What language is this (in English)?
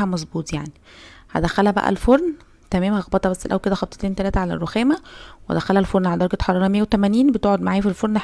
Egyptian Arabic